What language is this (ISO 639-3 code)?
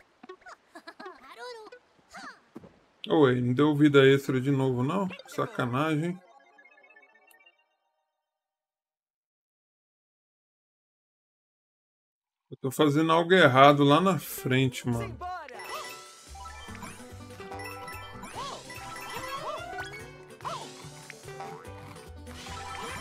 por